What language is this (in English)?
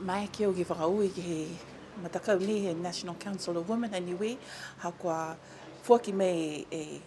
Niuean